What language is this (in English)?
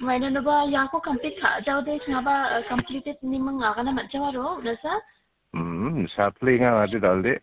Garo